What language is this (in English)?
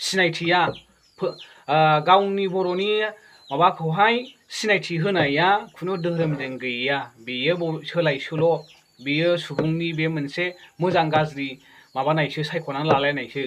Bodo